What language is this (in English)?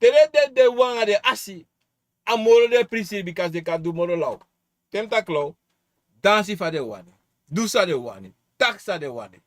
Sranan Tongo